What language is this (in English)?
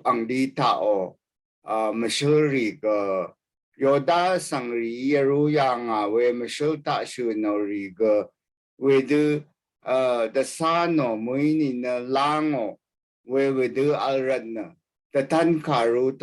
Rawang